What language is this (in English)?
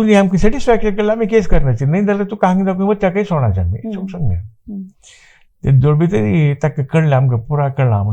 Konkani